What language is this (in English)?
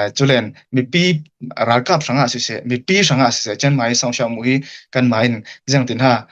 Hakha Chin